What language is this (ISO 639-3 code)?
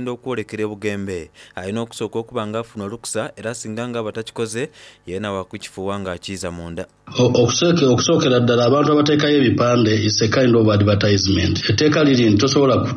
xog